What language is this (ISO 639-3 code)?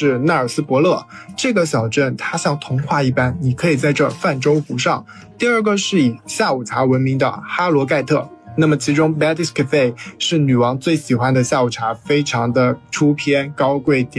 zho